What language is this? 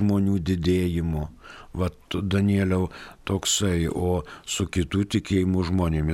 Lithuanian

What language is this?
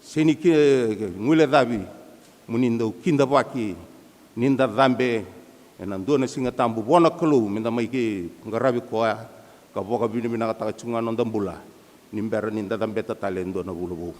Fijian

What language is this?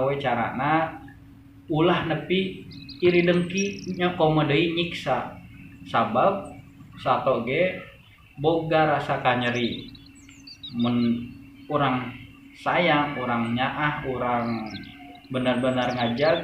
Sundanese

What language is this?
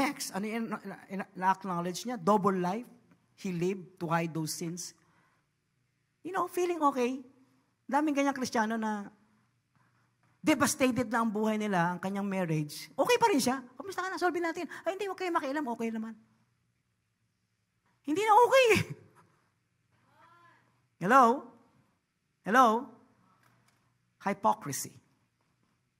Filipino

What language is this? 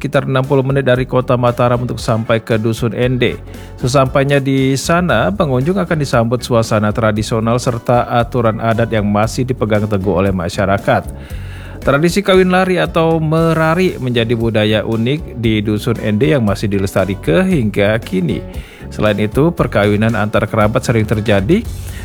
Indonesian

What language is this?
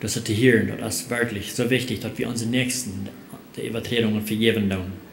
Plautdietsch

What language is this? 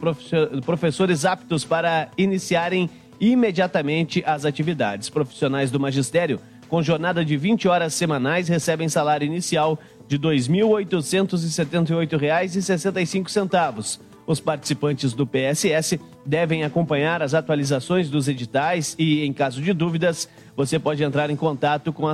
Portuguese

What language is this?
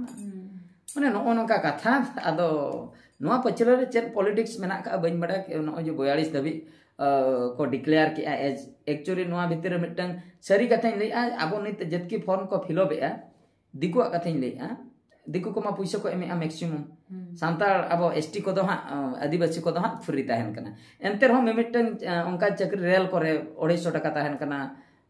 Santali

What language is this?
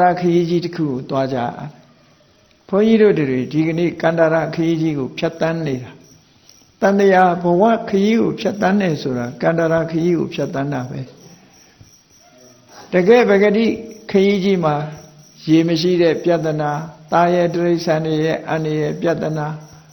Burmese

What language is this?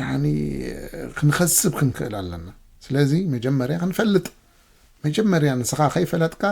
Tigrinya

